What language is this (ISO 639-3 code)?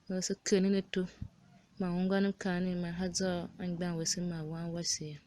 tiv